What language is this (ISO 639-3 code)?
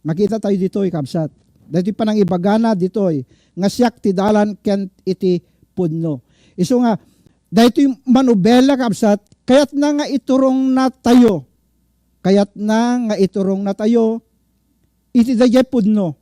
ilo